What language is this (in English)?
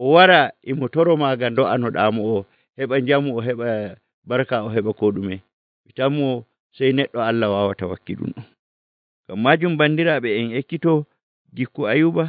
Nigerian Fulfulde